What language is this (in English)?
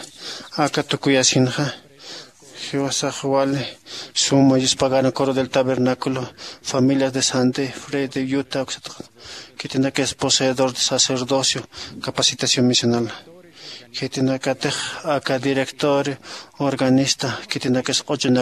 Aymara